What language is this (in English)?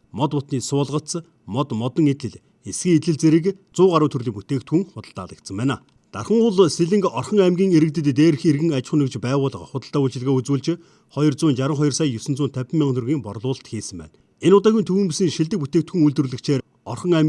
Mongolian